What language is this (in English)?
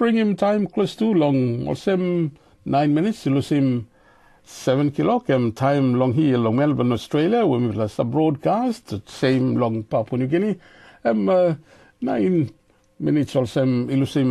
Tok Pisin